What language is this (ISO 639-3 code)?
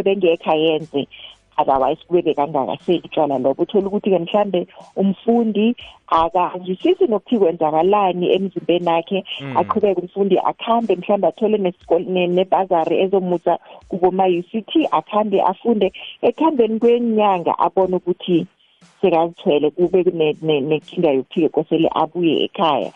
nbl